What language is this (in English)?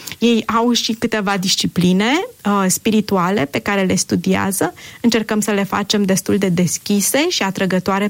Romanian